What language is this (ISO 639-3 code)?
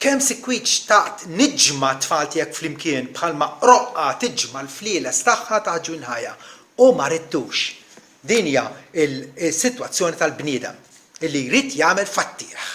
mlt